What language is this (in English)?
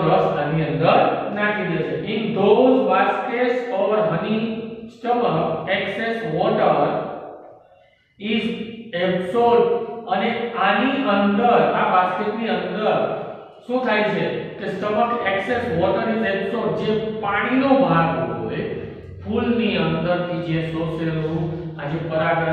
Gujarati